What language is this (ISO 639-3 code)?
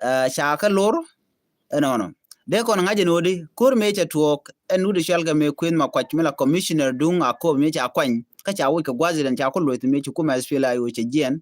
nus